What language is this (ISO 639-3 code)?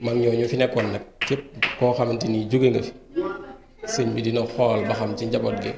wol